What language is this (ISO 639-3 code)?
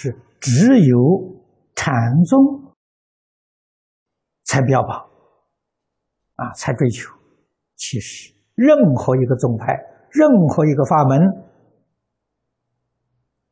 zho